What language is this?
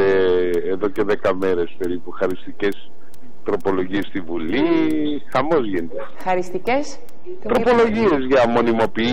Greek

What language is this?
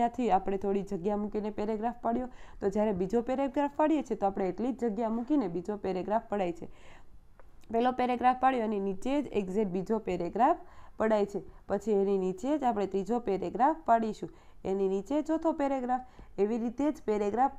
Gujarati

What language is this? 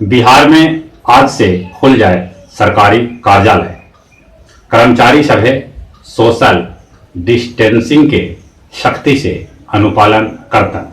Magahi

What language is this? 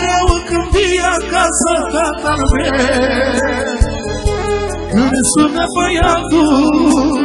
Romanian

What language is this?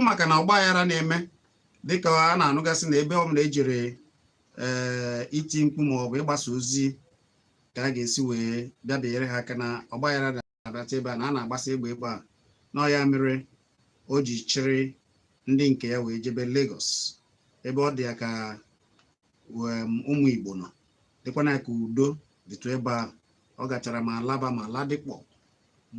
Igbo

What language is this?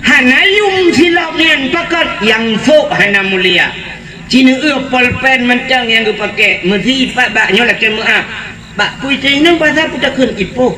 Achinese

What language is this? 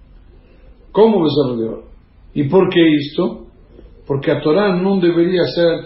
Portuguese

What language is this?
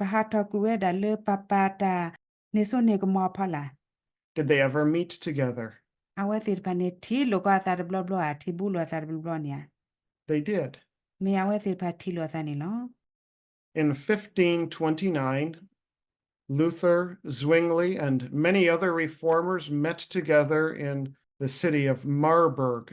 S'gaw Karen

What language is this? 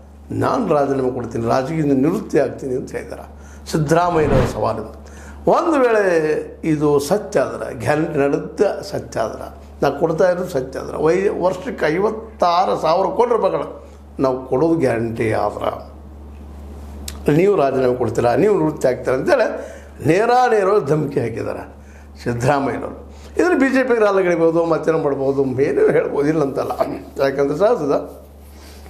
Kannada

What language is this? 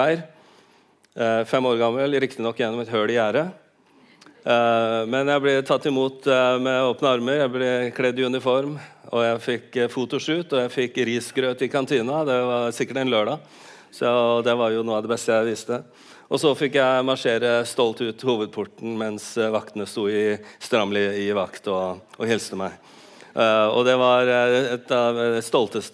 Norwegian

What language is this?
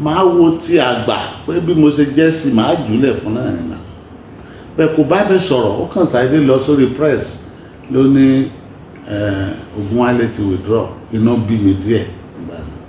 Yoruba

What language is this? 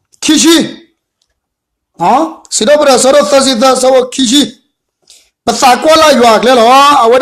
S'gaw Karen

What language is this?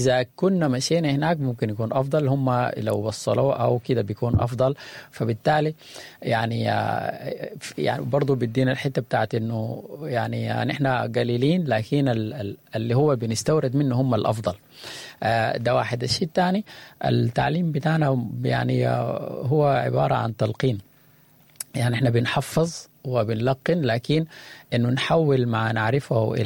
Sudanese Arabic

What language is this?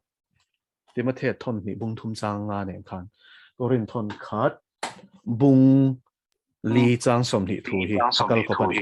Mizo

